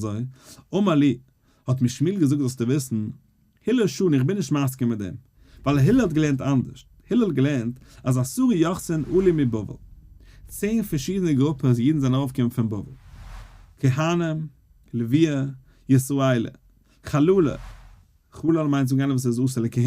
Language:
Yiddish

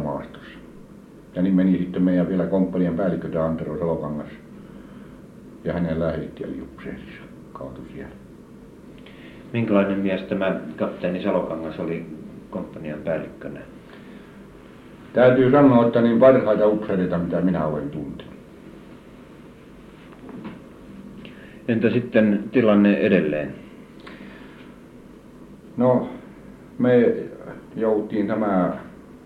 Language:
Finnish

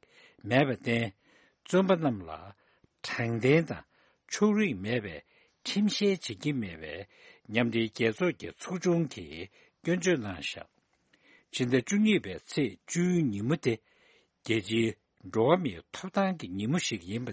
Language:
Tibetan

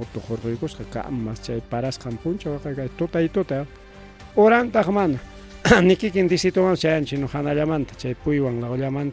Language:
Ayacucho Quechua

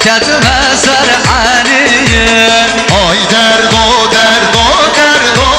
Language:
Kurdish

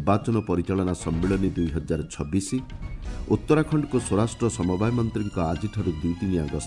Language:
Odia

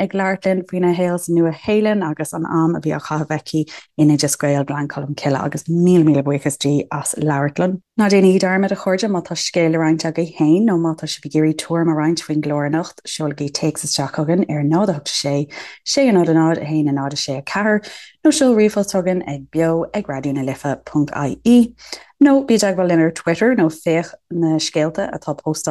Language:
Irish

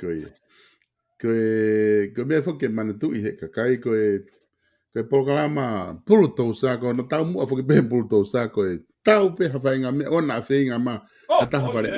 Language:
Tongan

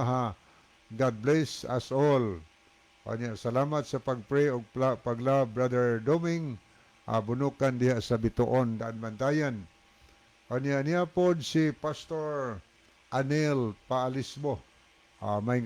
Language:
Cebuano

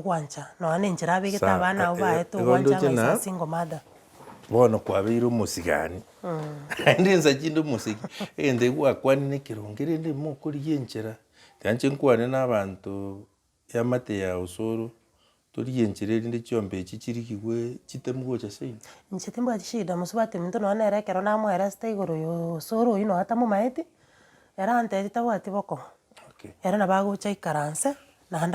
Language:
Gusii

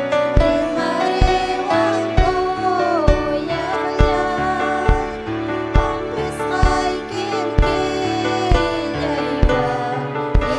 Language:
Ayacucho Quechua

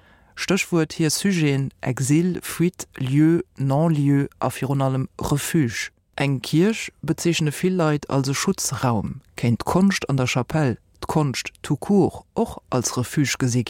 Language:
Luxembourgish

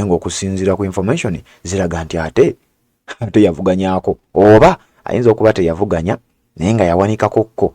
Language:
Ganda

